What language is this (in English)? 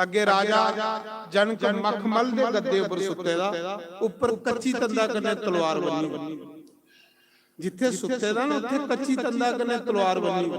Dogri